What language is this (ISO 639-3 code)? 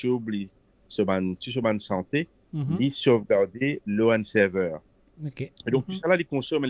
mfe